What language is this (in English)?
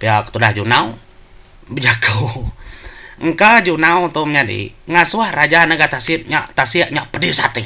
Iban